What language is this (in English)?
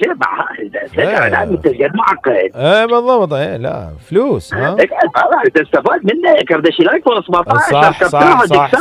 Mesopotamian Arabic